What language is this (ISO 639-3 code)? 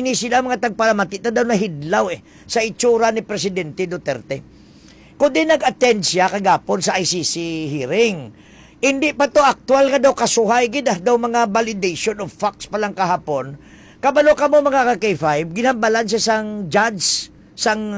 hil